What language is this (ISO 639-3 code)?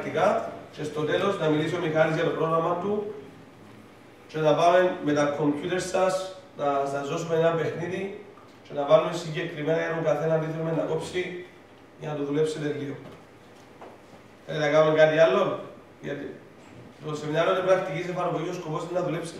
ell